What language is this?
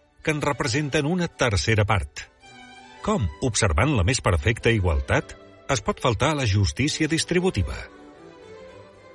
Catalan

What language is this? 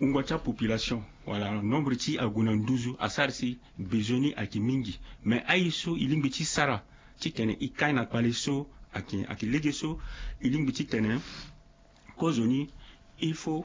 Sango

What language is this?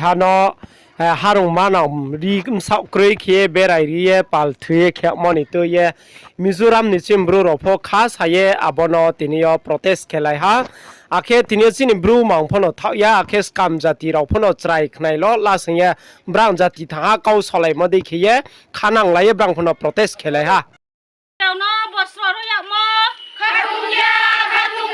Riang (India)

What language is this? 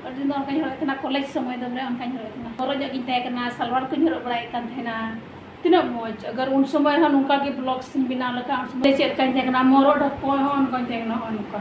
Santali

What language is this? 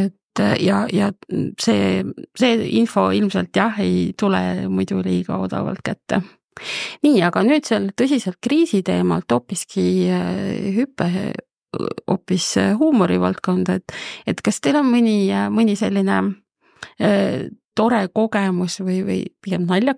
Estonian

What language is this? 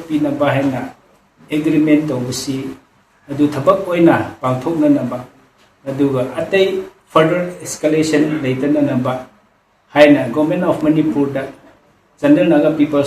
Manipuri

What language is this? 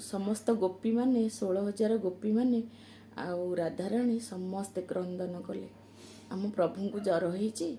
Odia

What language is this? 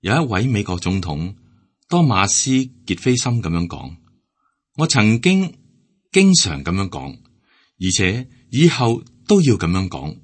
Cantonese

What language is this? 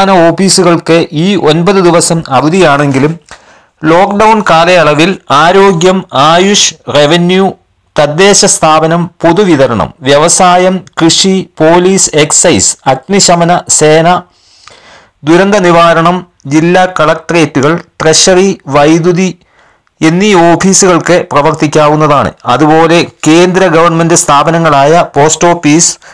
Malayalam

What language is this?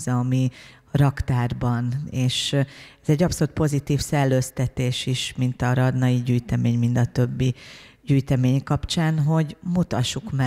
Hungarian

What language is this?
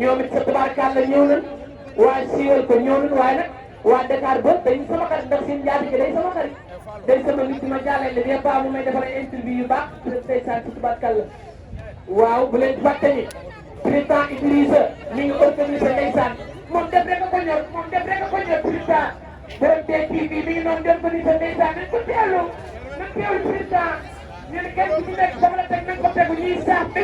Wolof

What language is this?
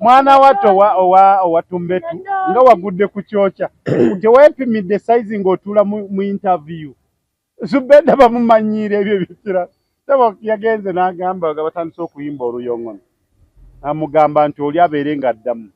Ganda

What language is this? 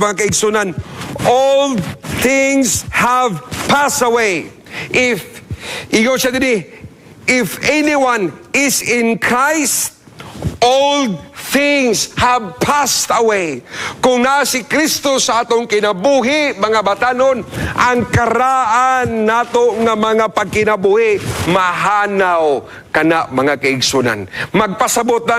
Cebuano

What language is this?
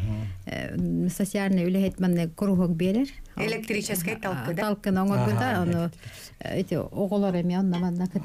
Yakut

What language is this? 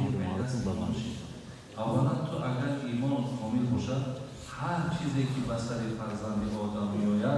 Tajik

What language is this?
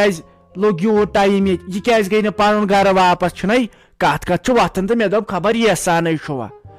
Kashmiri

